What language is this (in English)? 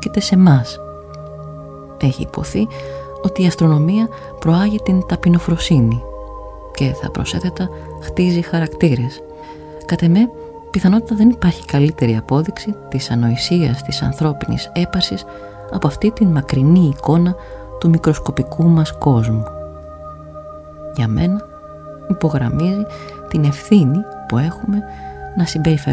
Greek